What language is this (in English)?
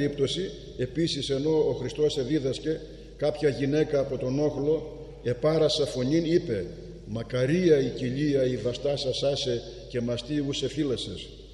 Greek